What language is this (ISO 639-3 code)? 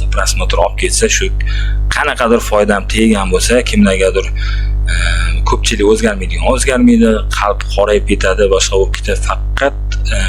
uzb